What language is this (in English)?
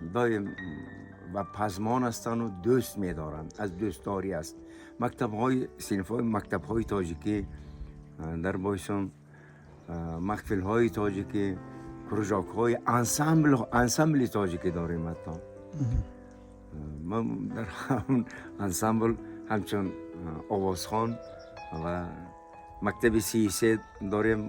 Tajik